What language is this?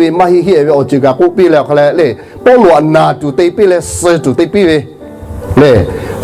Lahu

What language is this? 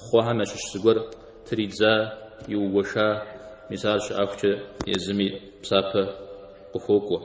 Kabardian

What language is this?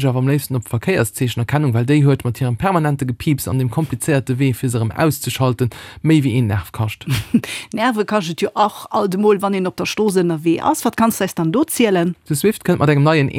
Luxembourgish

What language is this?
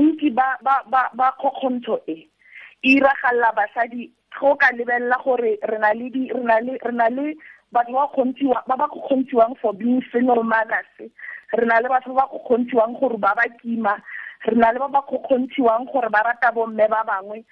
Tswana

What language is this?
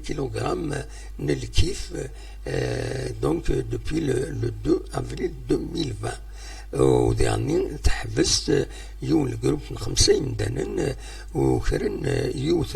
Kabyle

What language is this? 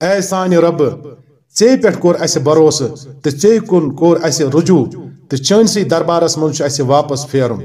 Kashmiri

